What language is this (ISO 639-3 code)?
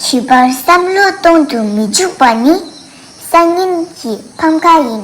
bod